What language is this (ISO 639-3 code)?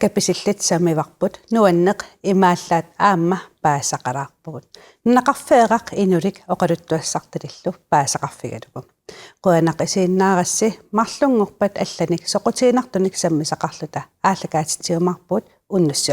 kal